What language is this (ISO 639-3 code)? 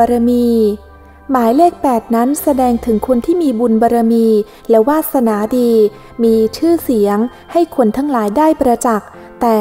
tha